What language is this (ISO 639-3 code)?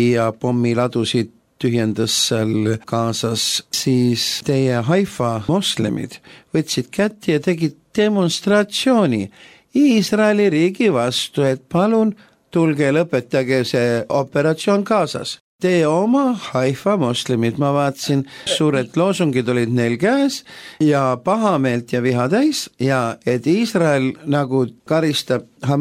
est